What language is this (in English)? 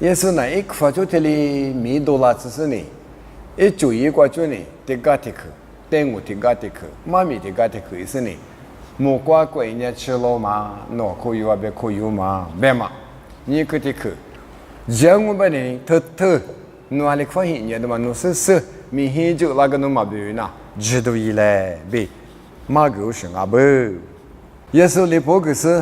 Lisu